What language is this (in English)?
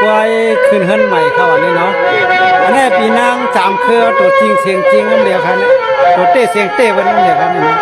Shan